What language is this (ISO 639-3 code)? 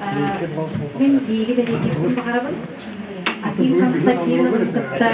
sah